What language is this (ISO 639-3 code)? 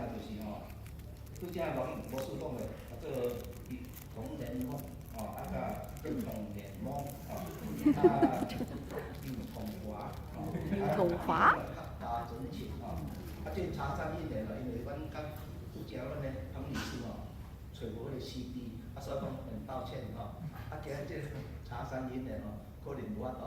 nan